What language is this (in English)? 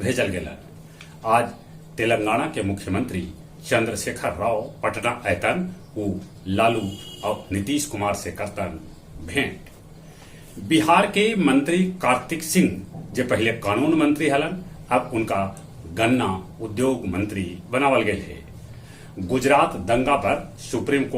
Magahi